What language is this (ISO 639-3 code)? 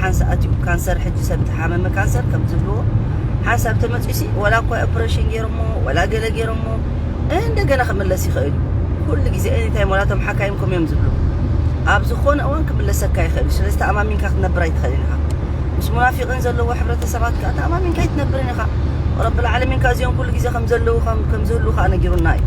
tir